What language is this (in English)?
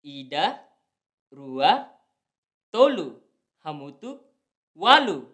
Tetum